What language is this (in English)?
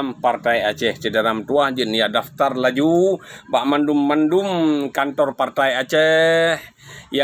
Achinese